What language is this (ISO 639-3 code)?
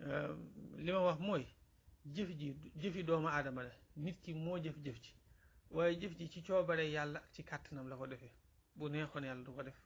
wol